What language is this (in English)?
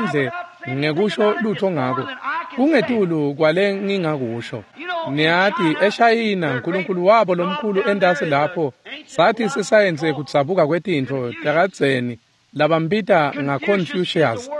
Swati